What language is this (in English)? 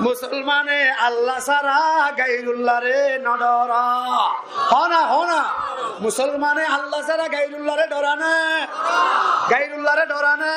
Rohingya